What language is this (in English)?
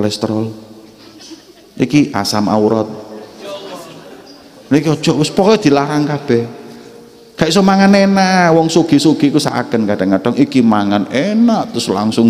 Javanese